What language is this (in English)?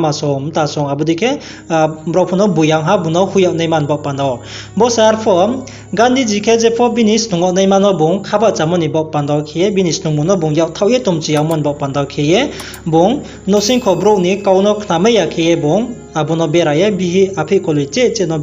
Riang (India)